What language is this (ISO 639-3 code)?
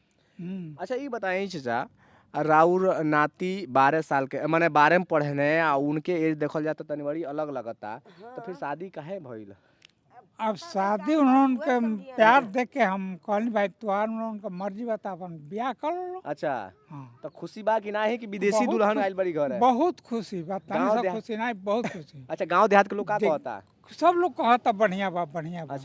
bho